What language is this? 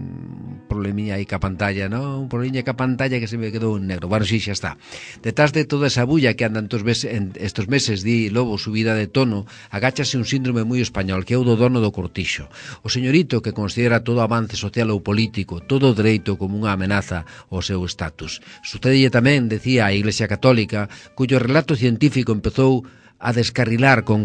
Galician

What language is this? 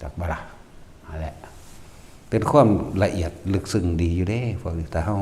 Northeastern Thai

